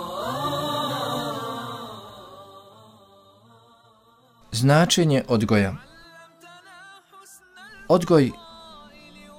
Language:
Bosnian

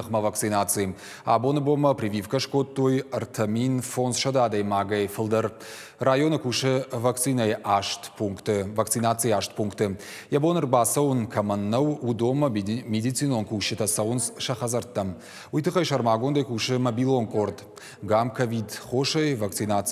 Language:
Ossetic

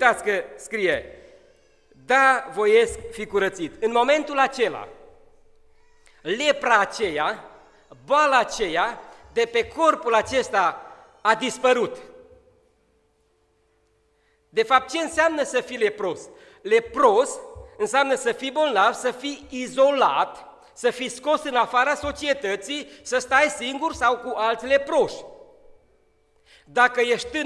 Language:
Romanian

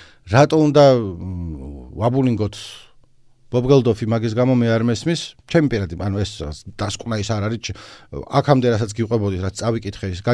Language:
Georgian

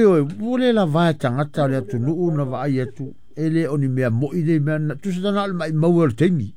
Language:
Samoan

